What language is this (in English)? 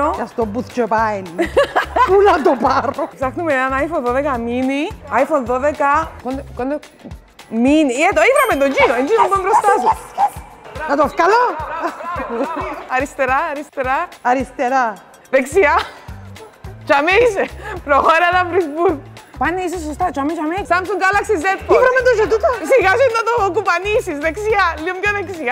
Greek